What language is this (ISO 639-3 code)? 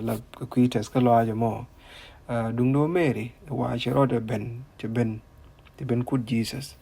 nus